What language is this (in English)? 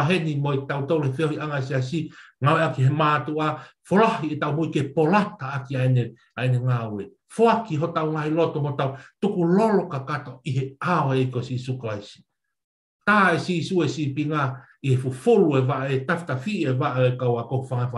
Tongan